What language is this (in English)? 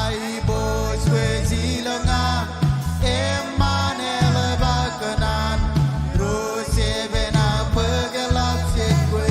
Marshallese